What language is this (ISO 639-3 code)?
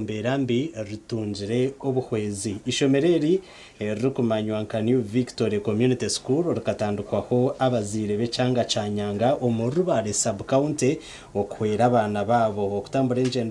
nyn